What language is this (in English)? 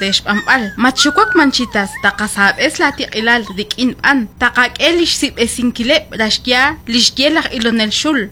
Kekchí